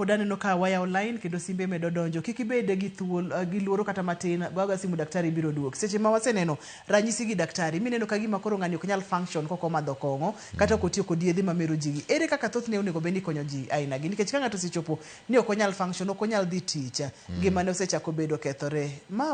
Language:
Luo (Kenya and Tanzania)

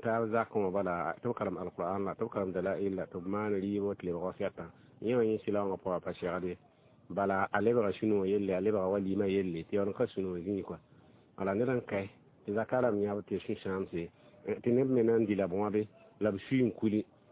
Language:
Mossi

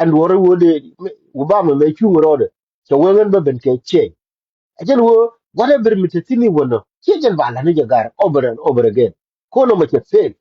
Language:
Nuer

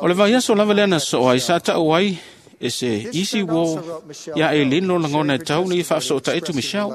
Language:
Samoan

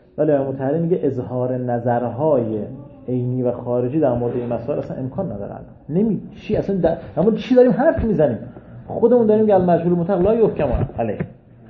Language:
Persian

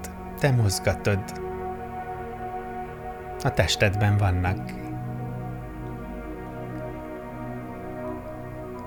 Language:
Hungarian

